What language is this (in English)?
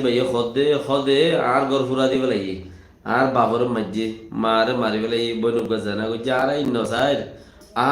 Rohingya